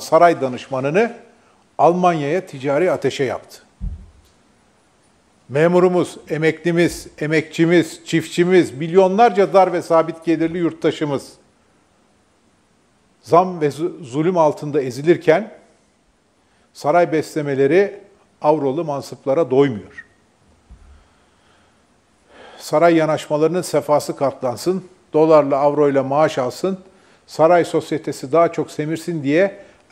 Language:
Turkish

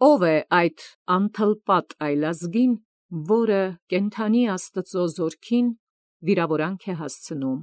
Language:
Armenian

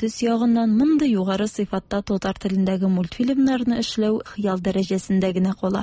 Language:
Tatar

